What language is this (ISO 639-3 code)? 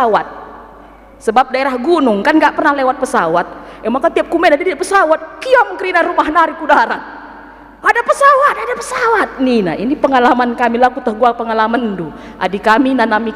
btx